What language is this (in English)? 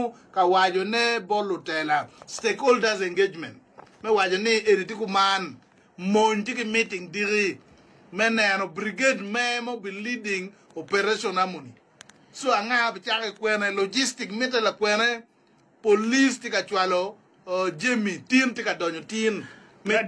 Acoli